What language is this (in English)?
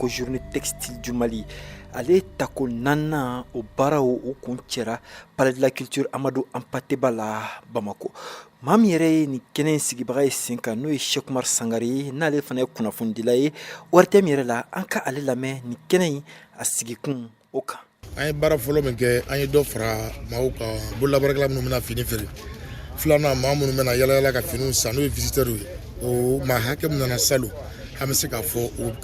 Bambara